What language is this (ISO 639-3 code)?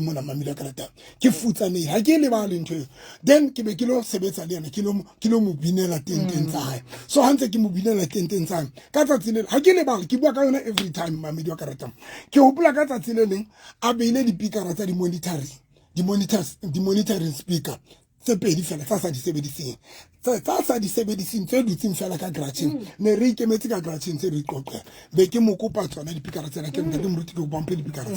sot